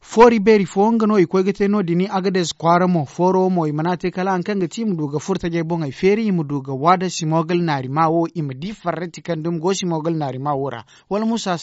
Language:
Zarma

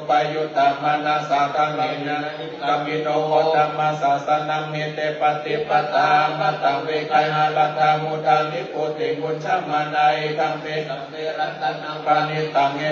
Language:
Pali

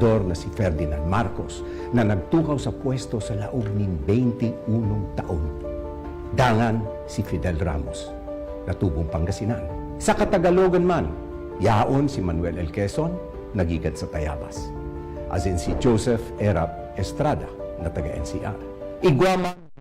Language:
Bikol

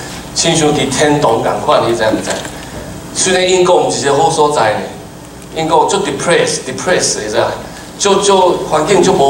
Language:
Min Nan Chinese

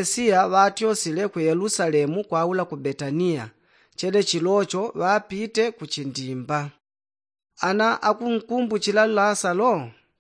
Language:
Yao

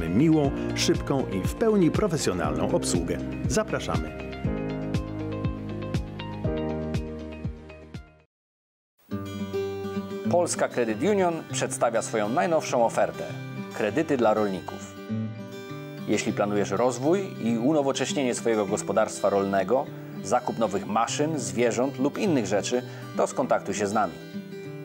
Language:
Polish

